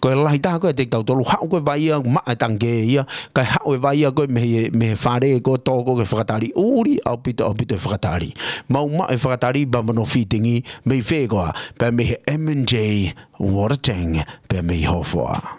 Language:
Tongan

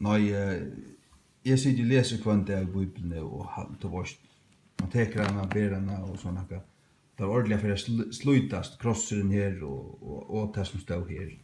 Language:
Faroese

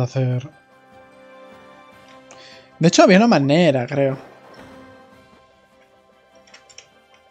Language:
Spanish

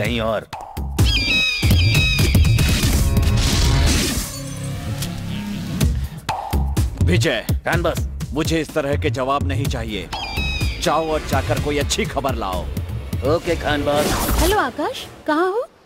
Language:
Hindi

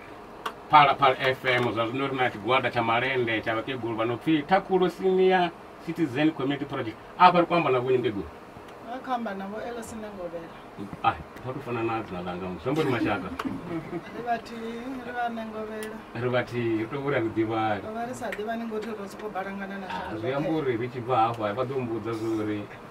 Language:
Venda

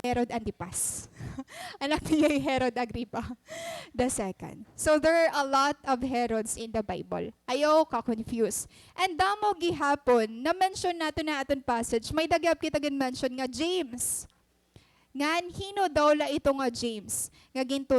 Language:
Waray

